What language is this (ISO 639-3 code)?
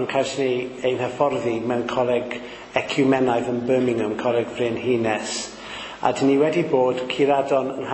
cym